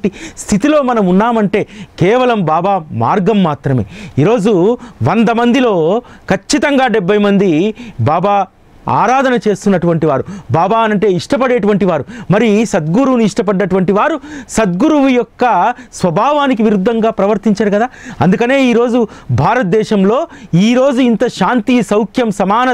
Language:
Telugu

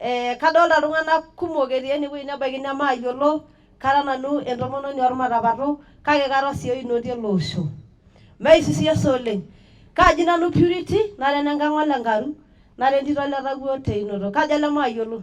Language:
Masai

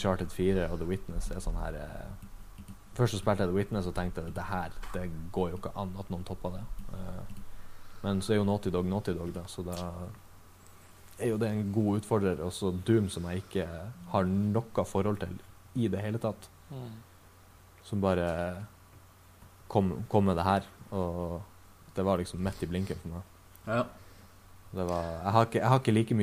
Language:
Norwegian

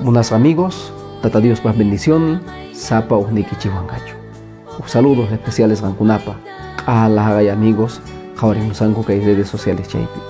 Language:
Quechua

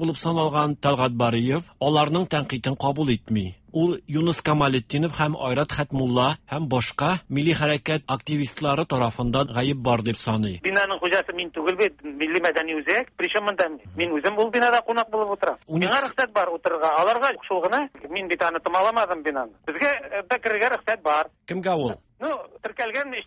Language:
Tatar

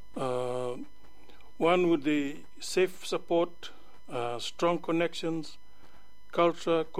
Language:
English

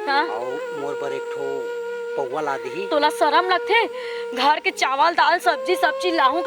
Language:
Chhattisgarhi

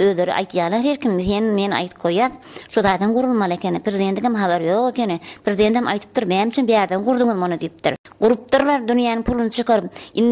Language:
Turkmen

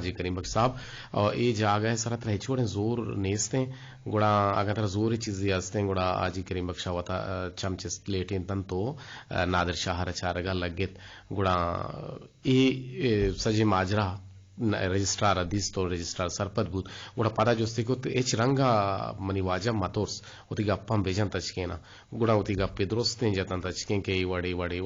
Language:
Eastern Balochi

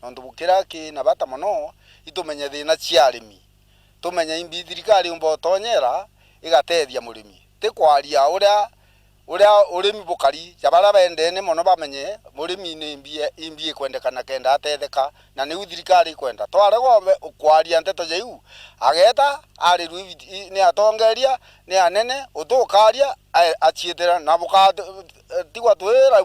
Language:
Meru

